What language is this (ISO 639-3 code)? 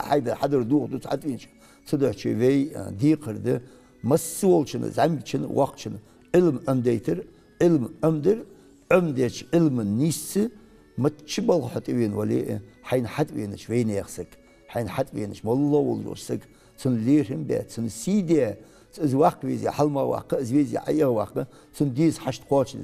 inh